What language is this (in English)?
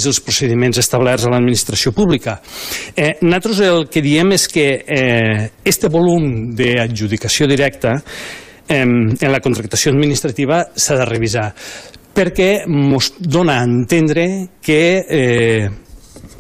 Catalan